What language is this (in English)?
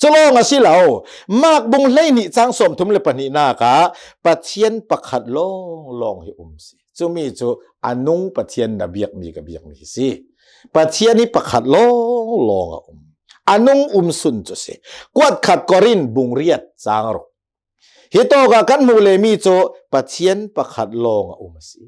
Hakha Chin